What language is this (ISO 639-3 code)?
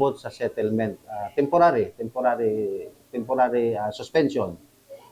bik